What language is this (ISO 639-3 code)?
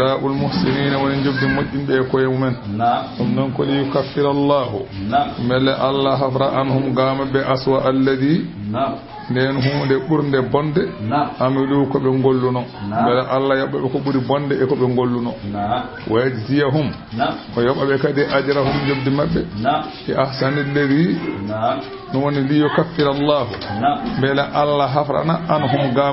ful